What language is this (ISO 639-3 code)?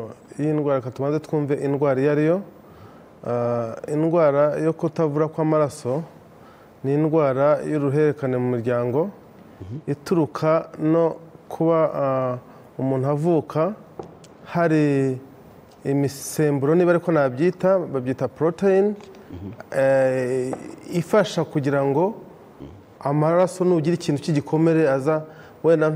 kin